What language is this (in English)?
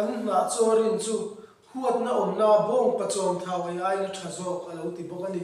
Mizo